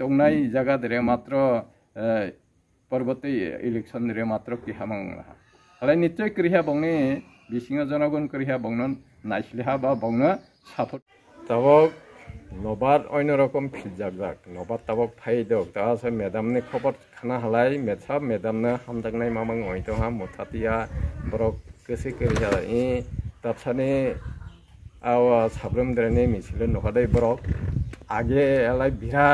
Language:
Riang (India)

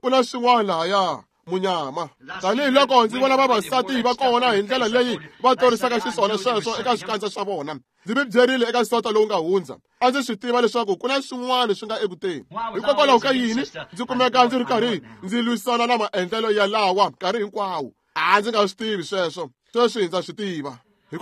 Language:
Tsonga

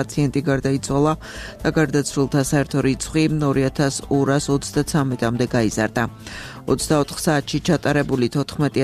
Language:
Georgian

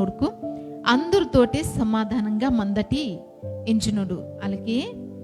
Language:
Koya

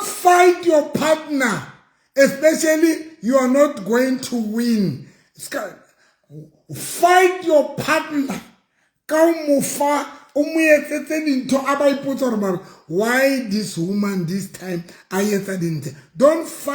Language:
Southern Sotho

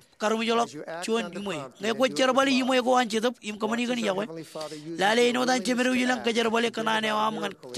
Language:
Marshallese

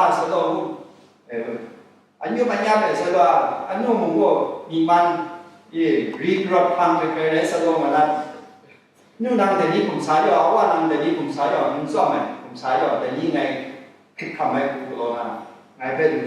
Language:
Kachin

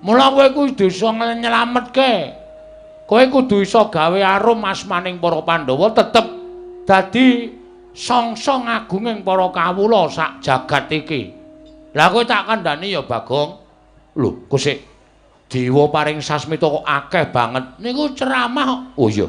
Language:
Javanese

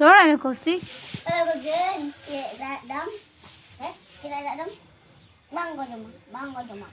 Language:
Santali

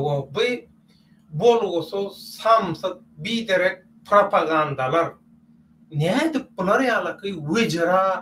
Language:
Turkmen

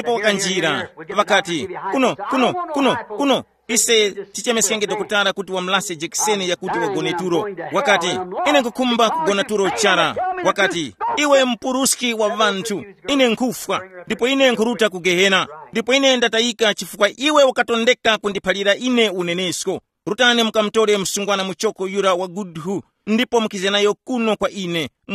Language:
Tumbuka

